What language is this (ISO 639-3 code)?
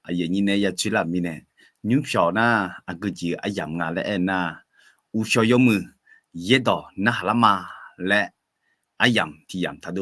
ahk